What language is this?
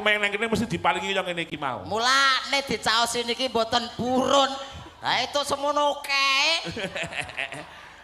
Javanese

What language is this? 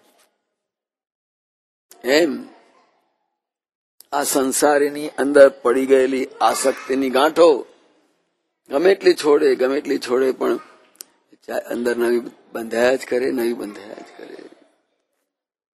Gujarati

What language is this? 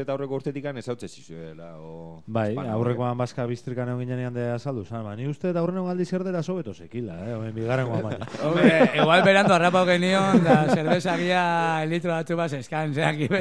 Basque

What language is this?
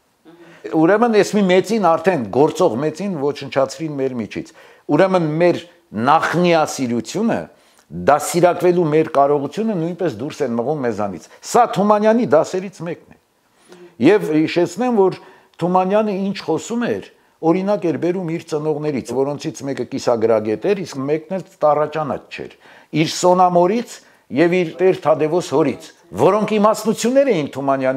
Armenian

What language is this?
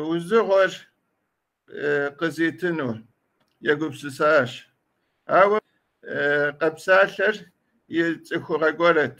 Kabardian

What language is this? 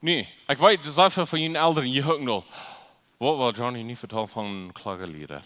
Plautdietsch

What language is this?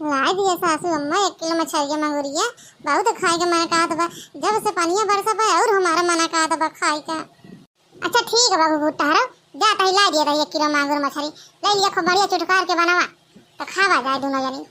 Awadhi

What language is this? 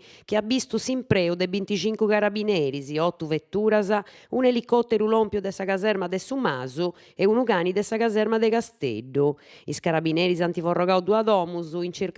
Sardinian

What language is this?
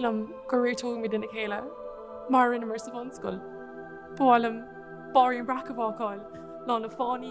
Irish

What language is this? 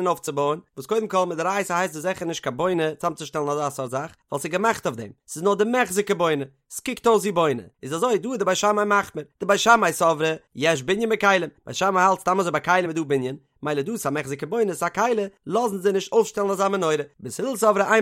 Yiddish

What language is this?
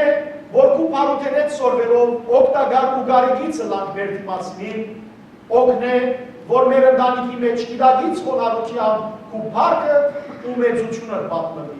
Western Armenian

